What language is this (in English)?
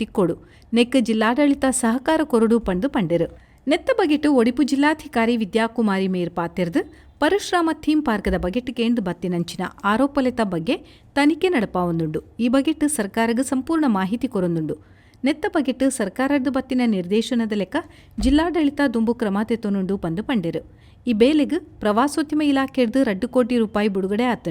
Tulu